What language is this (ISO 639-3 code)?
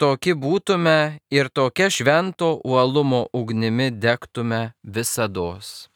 lit